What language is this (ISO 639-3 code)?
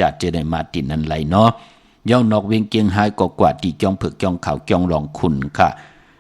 shn